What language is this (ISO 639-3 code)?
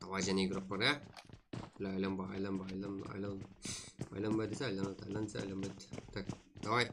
kaa